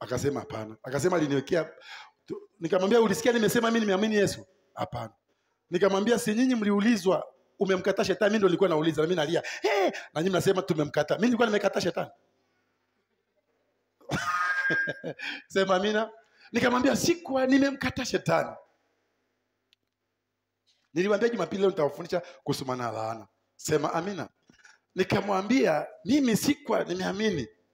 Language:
Swahili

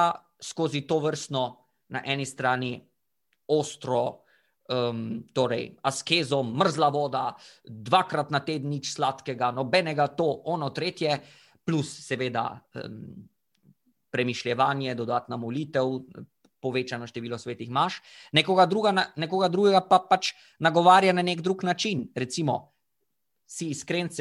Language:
Slovenian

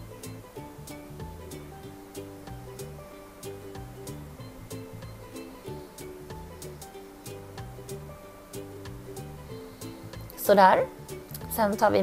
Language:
Swedish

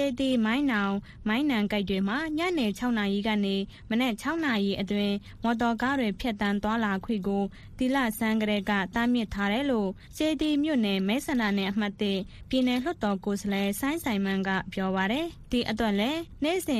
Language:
Burmese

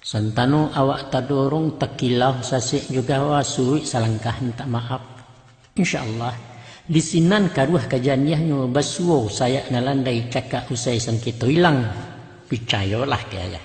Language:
Minangkabau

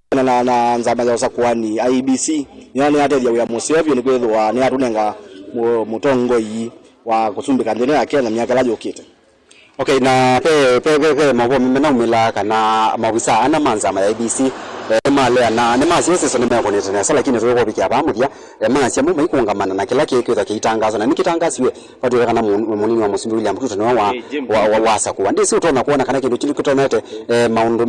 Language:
Kamba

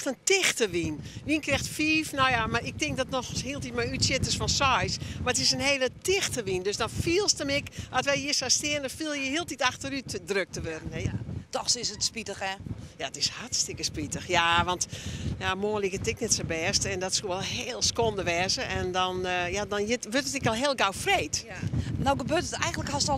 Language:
Western Frisian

